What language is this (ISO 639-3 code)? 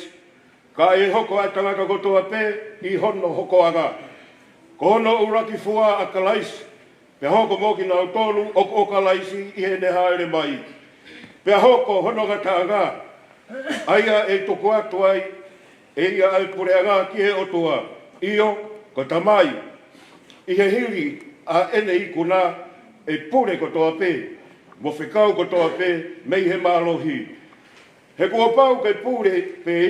ton